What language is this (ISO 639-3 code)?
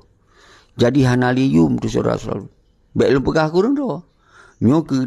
ace